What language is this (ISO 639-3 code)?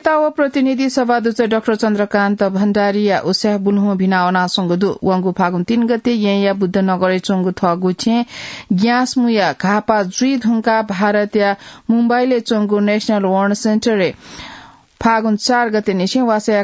new